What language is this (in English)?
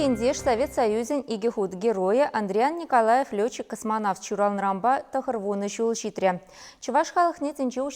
Chuvash